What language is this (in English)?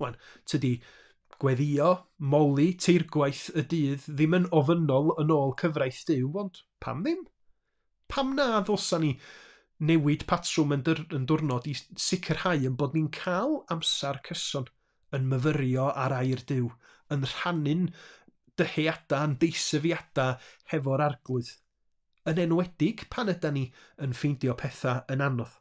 Welsh